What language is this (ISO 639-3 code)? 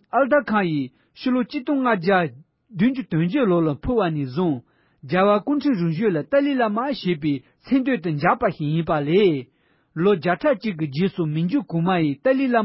bod